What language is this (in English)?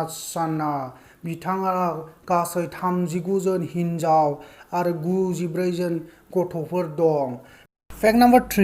Bodo